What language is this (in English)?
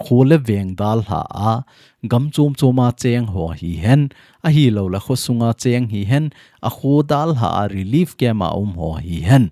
Thado Chin